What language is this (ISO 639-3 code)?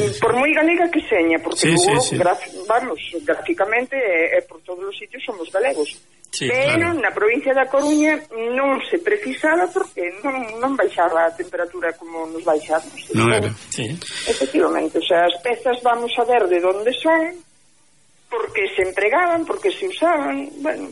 glg